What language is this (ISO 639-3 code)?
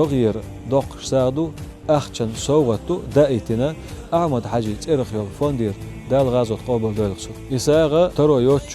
che